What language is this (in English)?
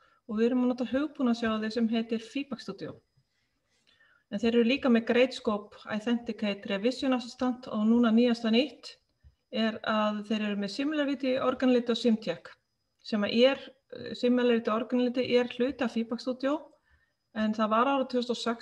Icelandic